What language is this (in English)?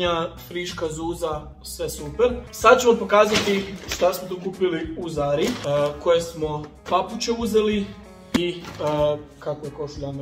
Croatian